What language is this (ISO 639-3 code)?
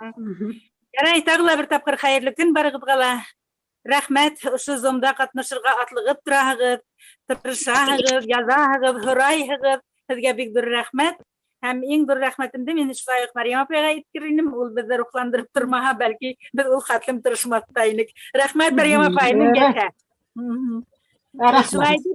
bak